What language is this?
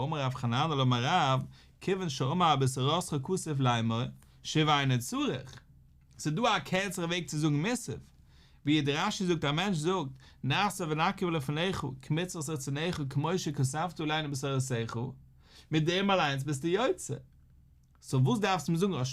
Yiddish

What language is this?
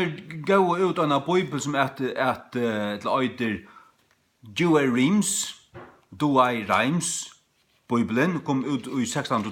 Faroese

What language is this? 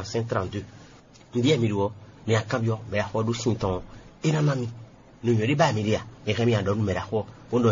Fon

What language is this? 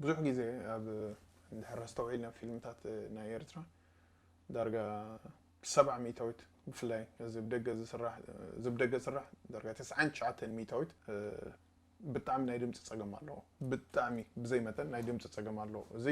Tigrinya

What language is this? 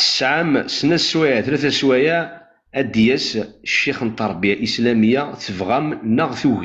Kabyle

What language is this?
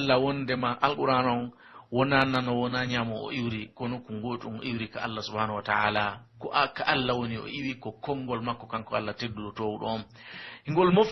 Pular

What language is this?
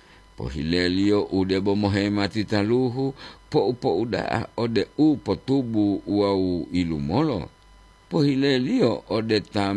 Gorontalo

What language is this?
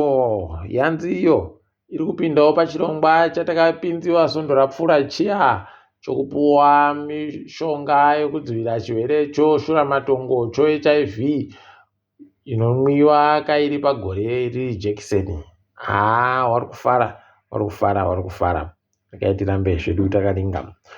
Ndau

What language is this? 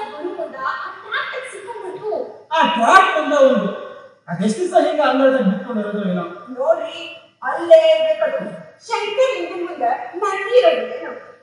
Kannada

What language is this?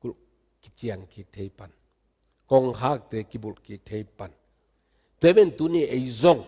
Tedim Chin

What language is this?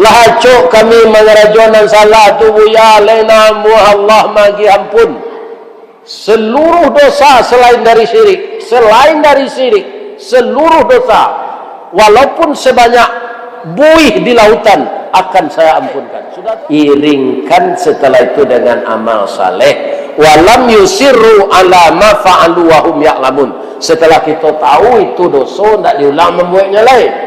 Minangkabau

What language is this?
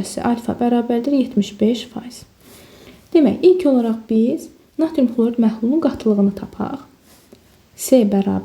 Azerbaijani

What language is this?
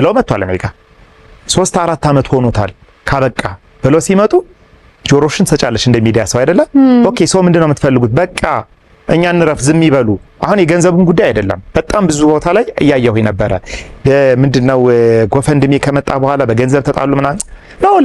Amharic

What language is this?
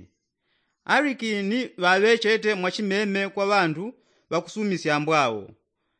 Yao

